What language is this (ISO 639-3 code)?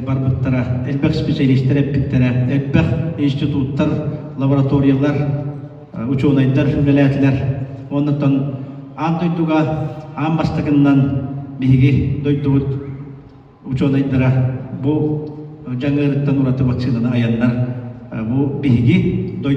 sah